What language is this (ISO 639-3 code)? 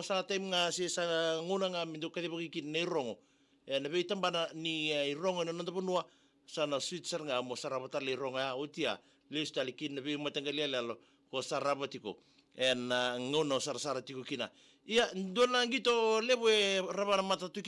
fij